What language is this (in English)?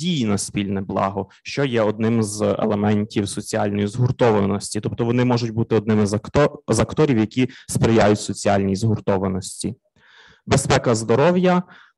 Ukrainian